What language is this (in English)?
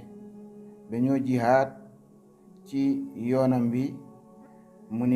Wolof